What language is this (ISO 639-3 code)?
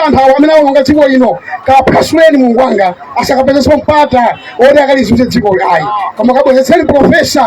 nya